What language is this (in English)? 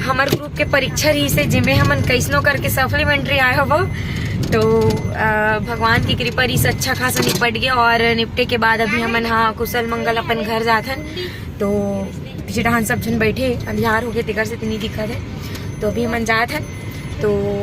Chhattisgarhi